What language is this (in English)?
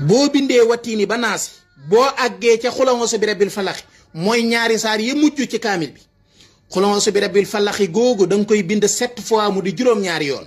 Wolof